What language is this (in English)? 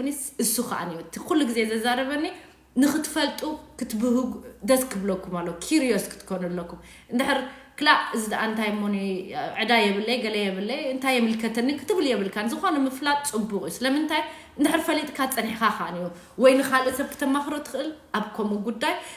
Tigrinya